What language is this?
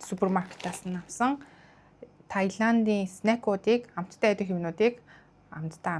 Mongolian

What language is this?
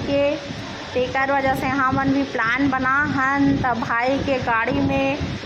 Chhattisgarhi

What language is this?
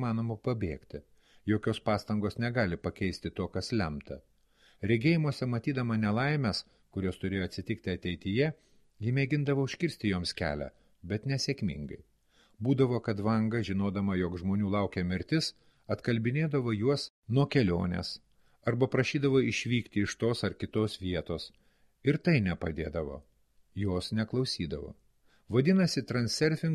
Lithuanian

